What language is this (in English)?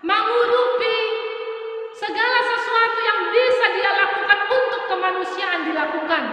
Batak Simalungun